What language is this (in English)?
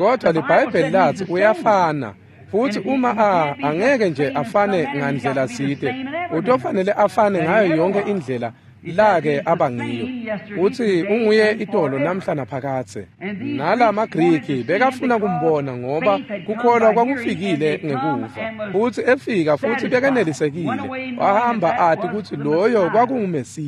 Swati